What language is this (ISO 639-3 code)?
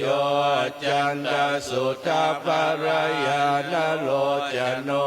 pli